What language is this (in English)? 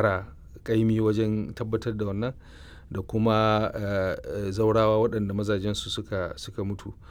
Hausa